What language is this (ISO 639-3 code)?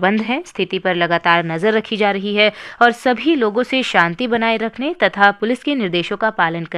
hin